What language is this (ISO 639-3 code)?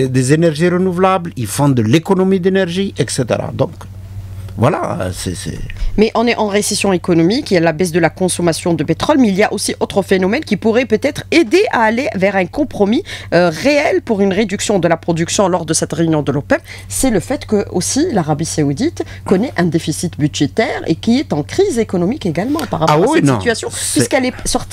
fra